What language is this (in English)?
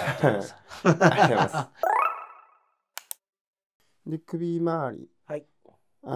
Japanese